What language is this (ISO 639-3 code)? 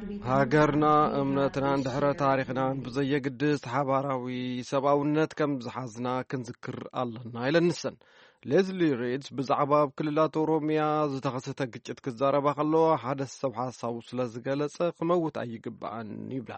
tir